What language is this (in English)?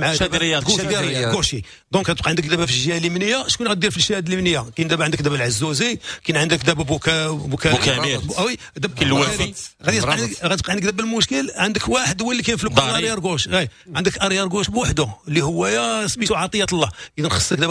Moroccan Arabic